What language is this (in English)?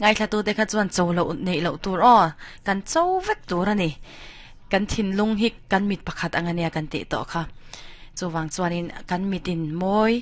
Mizo